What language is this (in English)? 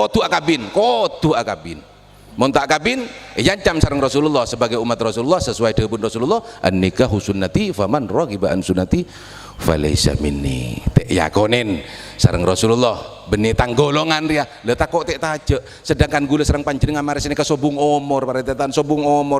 Madurese